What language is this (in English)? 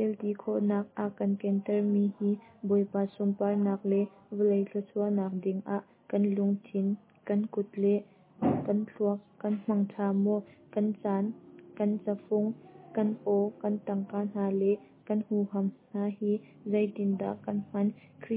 Hakha Chin